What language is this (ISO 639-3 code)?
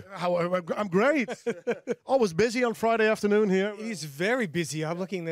fry